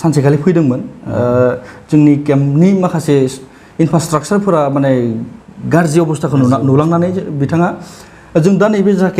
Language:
Bodo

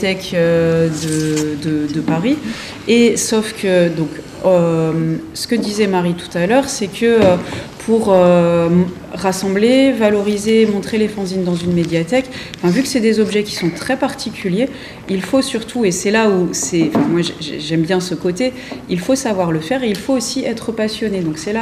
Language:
French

